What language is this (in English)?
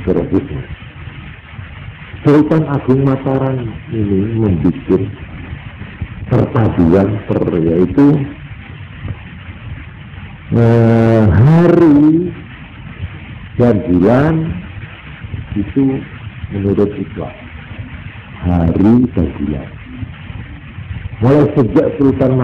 Indonesian